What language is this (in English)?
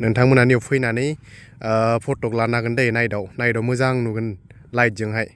Bodo